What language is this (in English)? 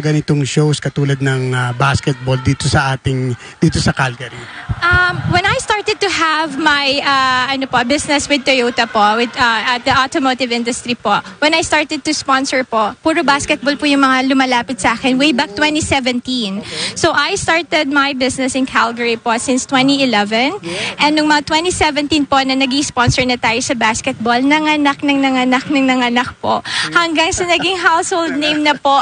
Filipino